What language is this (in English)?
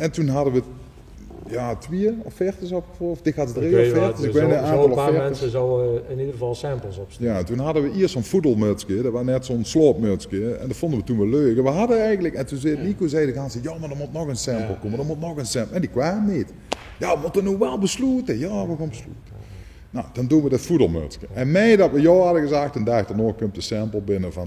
Limburgish